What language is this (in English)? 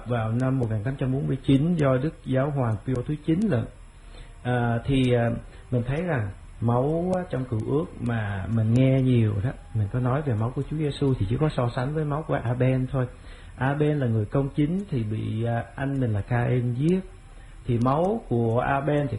Vietnamese